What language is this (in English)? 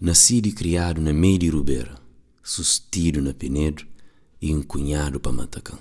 Kabuverdianu